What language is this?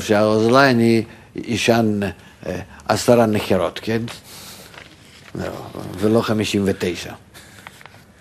Hebrew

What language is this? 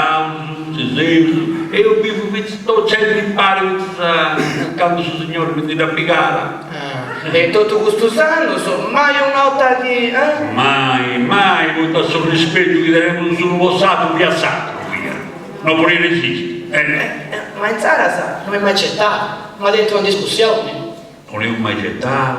Sardinian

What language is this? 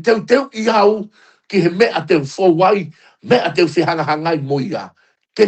Tongan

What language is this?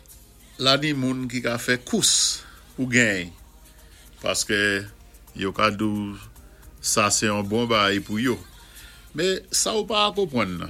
Saint Lucian Creole French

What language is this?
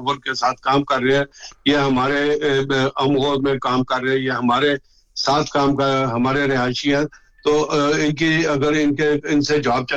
Urdu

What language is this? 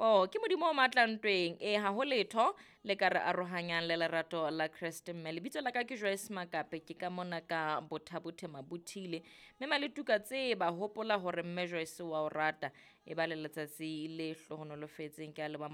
Southern Sotho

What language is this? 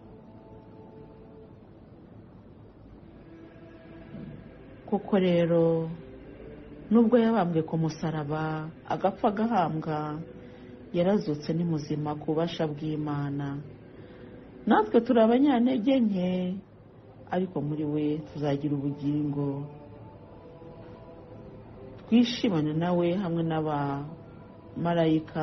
Kinyarwanda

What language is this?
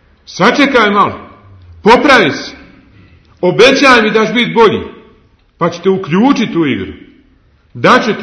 Bosnian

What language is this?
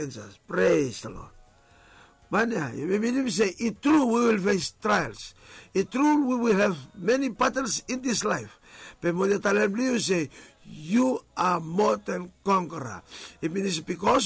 Bislama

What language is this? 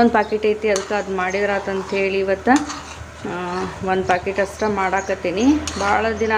Kannada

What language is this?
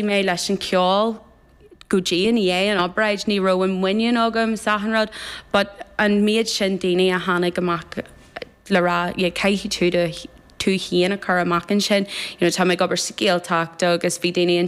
Irish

